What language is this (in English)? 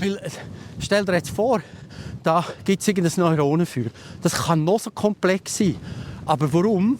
Swiss German